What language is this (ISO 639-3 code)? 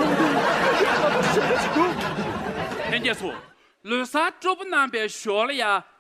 bod